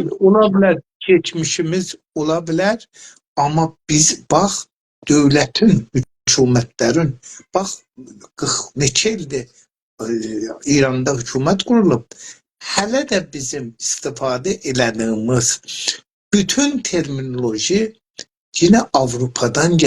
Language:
South Azerbaijani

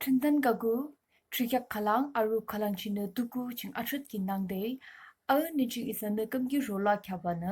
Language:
Yimchungru Naga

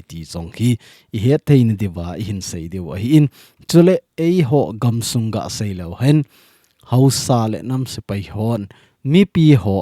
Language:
Thado Chin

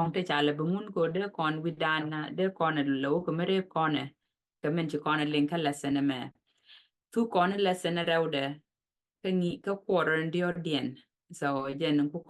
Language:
Nuer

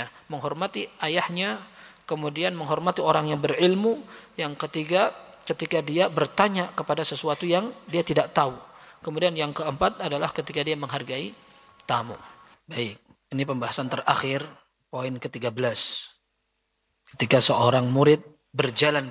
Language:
Indonesian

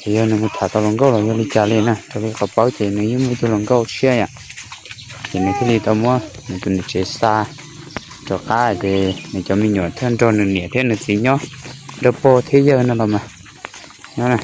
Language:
Hmong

